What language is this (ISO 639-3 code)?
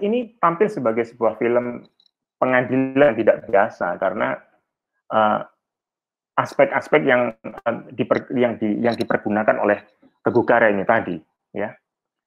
ind